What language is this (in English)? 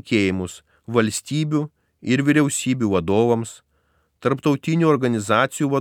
Lithuanian